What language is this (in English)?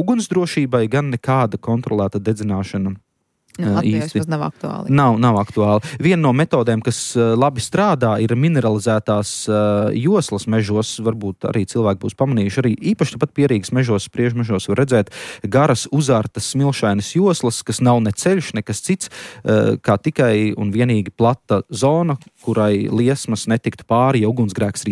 Latvian